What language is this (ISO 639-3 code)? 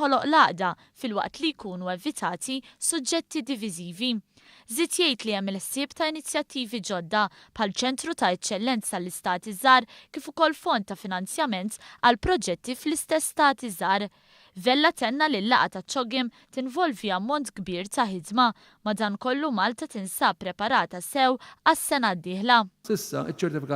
mlt